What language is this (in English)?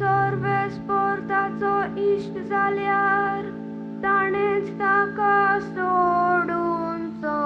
Konkani